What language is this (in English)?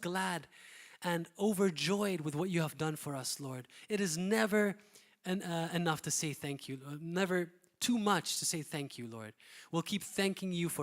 English